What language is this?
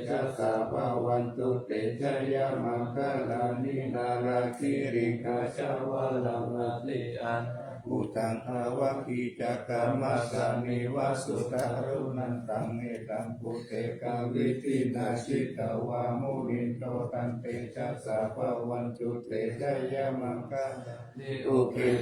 Pali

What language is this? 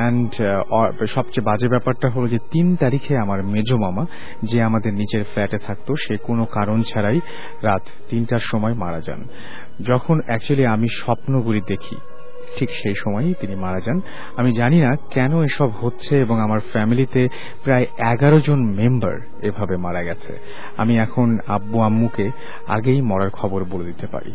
Bangla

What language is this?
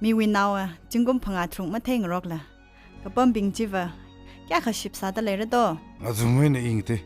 Tangkhul Naga (India)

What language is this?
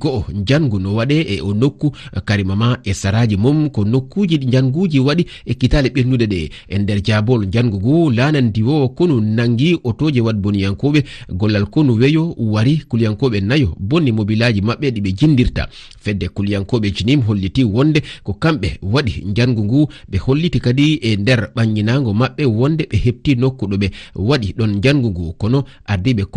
Fula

